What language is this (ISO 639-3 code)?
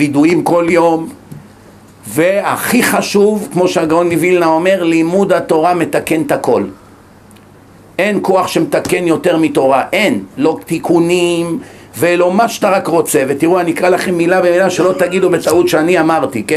heb